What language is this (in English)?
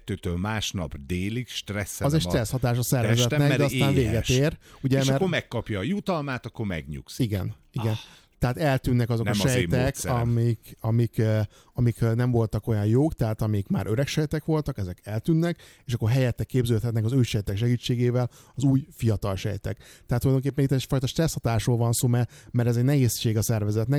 Hungarian